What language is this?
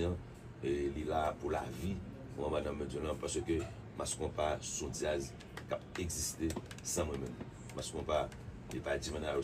Haitian Creole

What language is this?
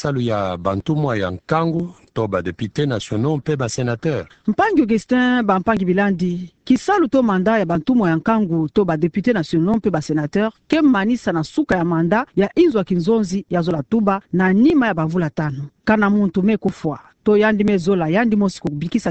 Kituba (Democratic Republic of Congo)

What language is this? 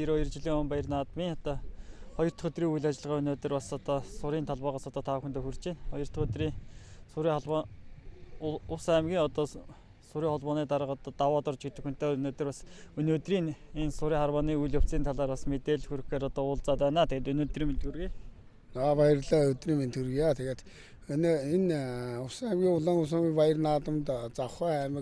Mongolian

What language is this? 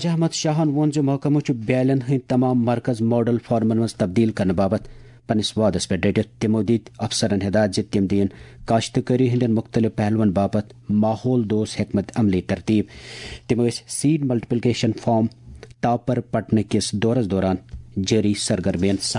Kashmiri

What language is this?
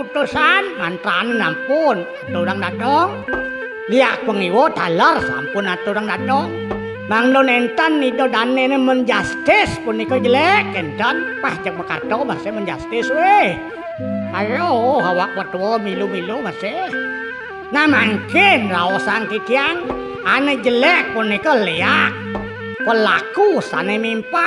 Balinese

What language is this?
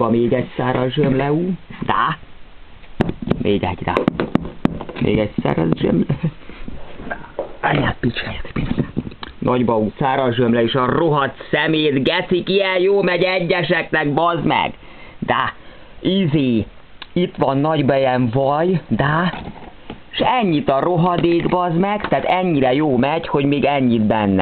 Hungarian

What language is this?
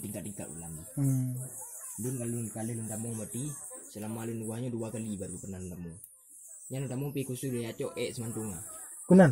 Achinese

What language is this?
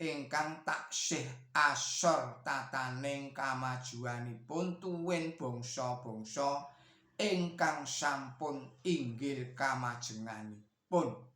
Javanese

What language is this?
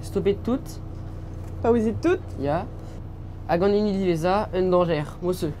Breton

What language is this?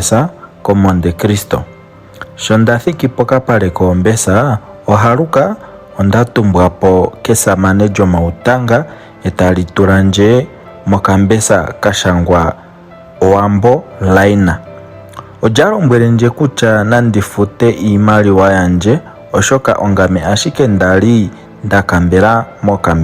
Ndonga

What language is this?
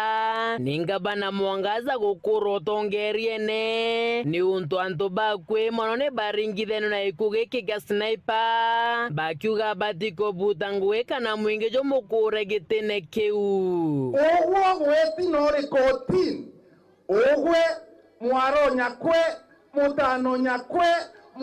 Meru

